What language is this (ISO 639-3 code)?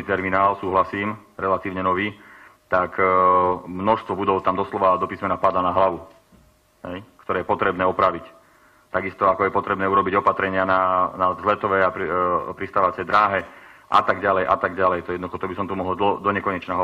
slk